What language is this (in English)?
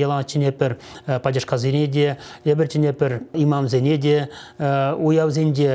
Chuvash